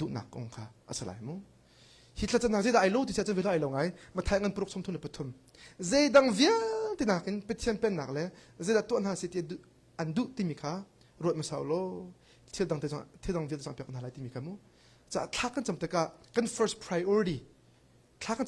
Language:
Hakha Chin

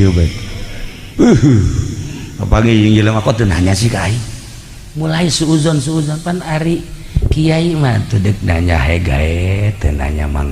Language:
Sundanese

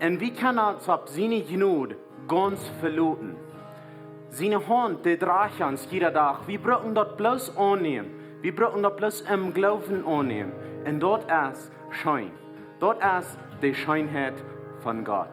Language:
Plautdietsch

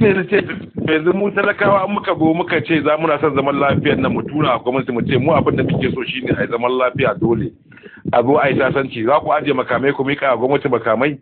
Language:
Hausa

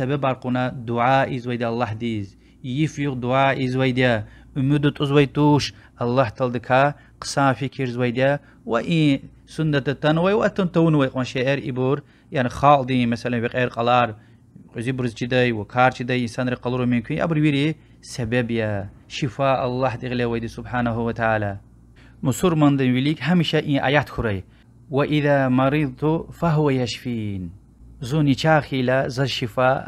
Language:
Lezghian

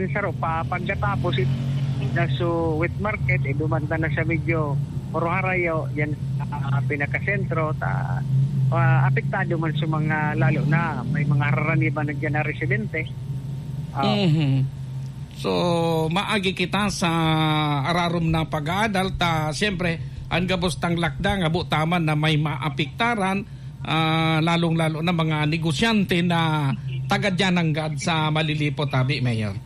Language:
Bikol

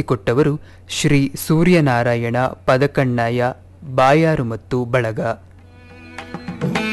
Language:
Kannada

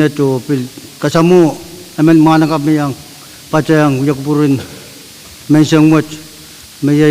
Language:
Pohnpeian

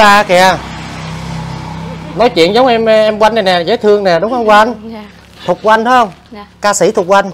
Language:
Vietnamese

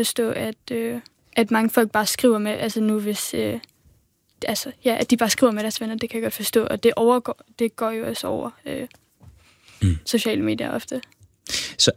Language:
Danish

